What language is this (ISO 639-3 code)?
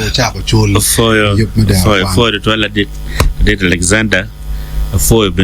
ach